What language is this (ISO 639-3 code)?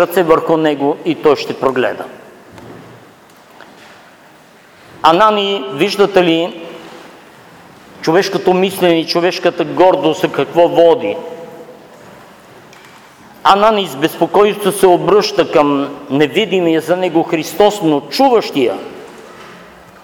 bul